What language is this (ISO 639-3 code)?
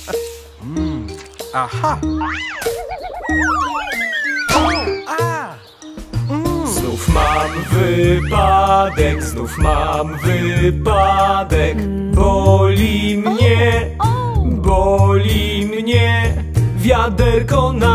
pol